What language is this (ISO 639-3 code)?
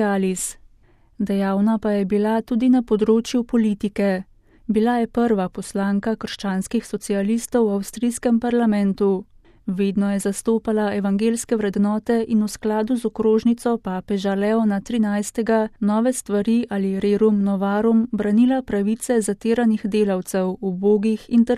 slv